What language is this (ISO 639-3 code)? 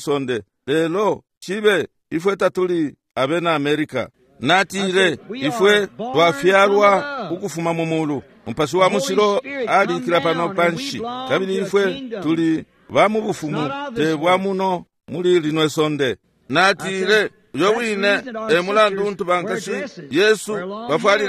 bem